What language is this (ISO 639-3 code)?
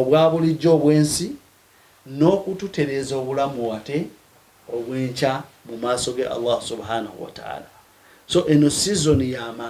lug